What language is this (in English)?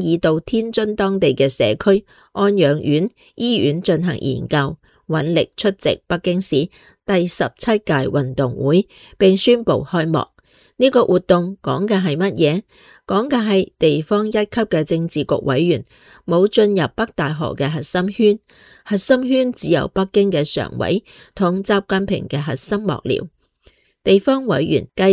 Cantonese